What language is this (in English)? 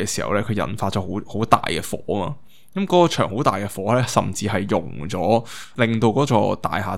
Cantonese